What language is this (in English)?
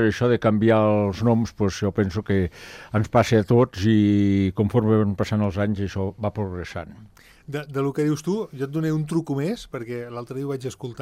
Catalan